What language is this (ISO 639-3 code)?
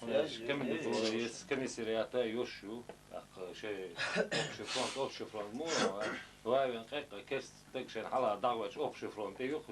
che